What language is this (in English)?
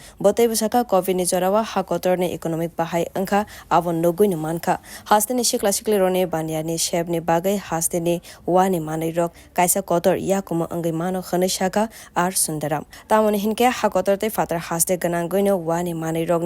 Kok Borok